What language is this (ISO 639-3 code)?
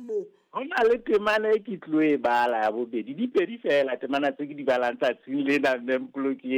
sot